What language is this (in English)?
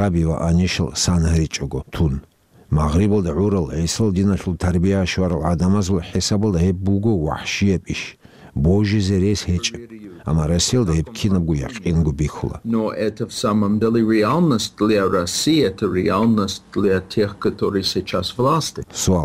Avaric